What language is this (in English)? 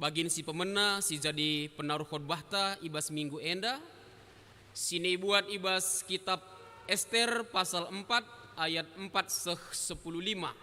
Batak Karo